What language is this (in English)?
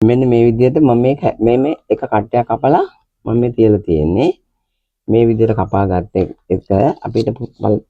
Sinhala